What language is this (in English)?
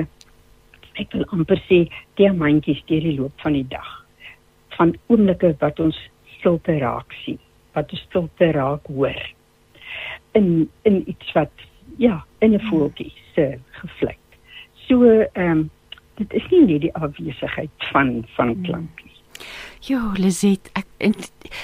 Afrikaans